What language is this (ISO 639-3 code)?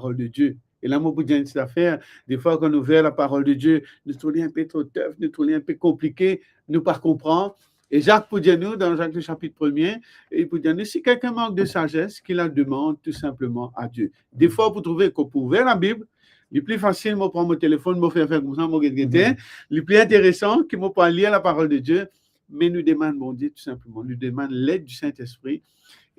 mfe